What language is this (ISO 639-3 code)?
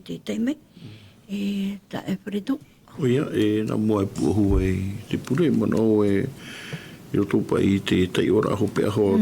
tah